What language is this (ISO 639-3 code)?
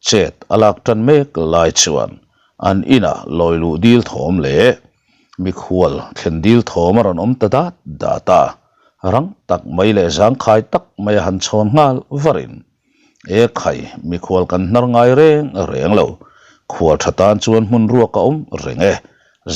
lus